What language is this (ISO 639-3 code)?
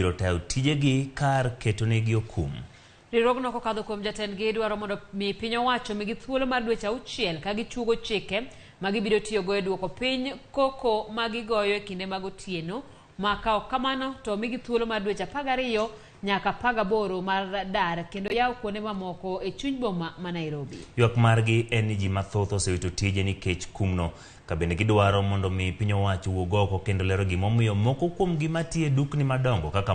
luo